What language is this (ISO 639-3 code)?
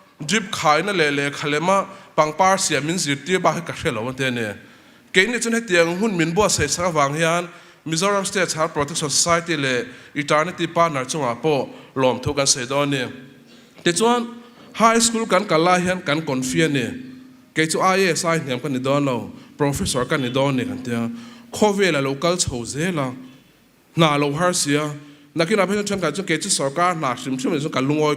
lus